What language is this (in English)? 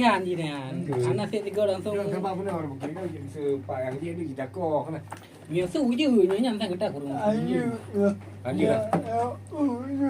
Achinese